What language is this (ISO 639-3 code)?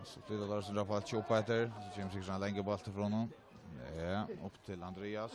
fao